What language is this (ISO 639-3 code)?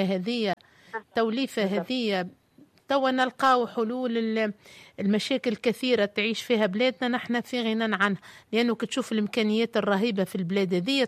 aeb